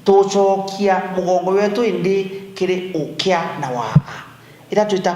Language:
Meru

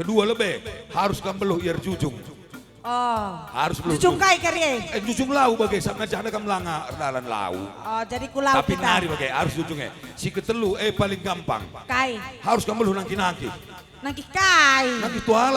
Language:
Batak Karo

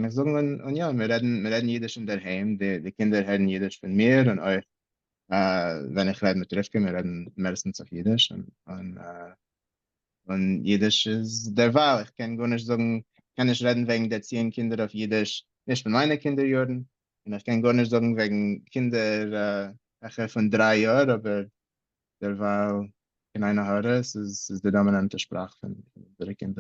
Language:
Yiddish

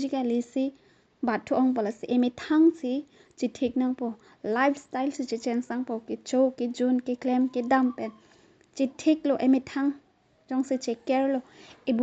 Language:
Karbi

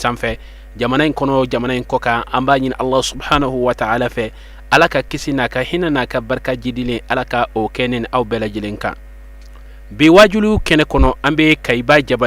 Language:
Bambara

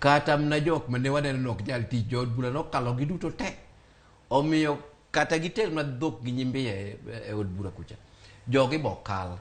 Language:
Luo (Kenya and Tanzania)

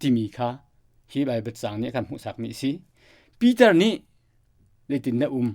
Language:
Hakha Chin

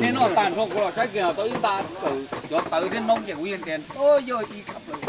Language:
Hmong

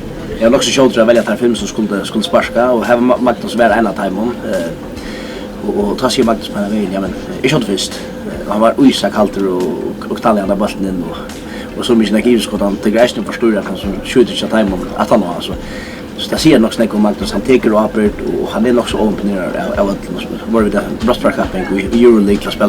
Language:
Faroese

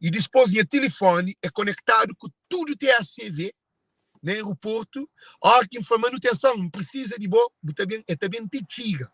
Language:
Kabuverdianu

